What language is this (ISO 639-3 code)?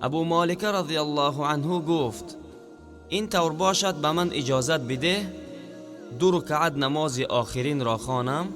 tgk